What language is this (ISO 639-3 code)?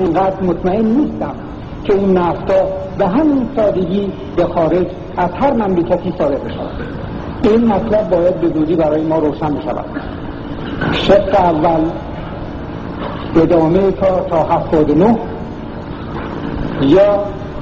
fas